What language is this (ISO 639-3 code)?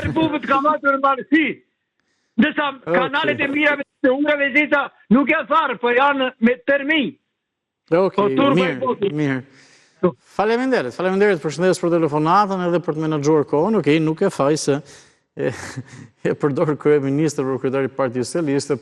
sqi